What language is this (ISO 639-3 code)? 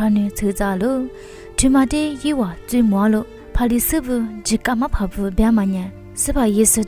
lis